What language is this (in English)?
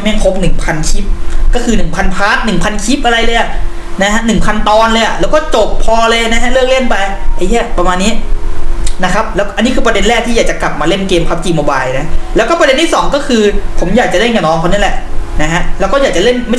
Thai